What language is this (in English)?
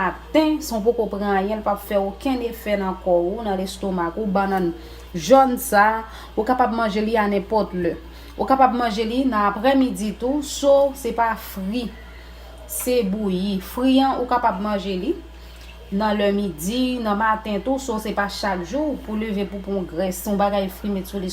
Haitian Creole